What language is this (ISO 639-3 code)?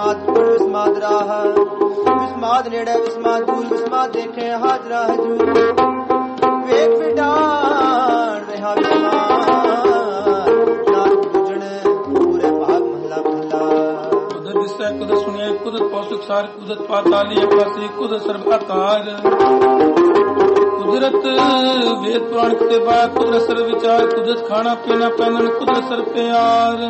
pan